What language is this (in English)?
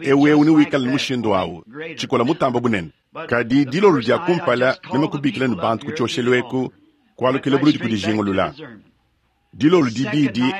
Luba-Lulua